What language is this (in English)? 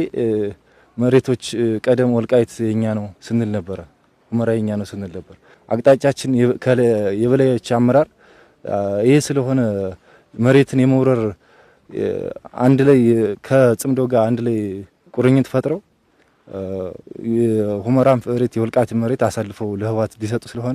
Amharic